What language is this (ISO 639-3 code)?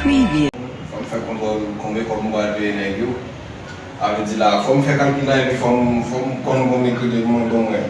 hat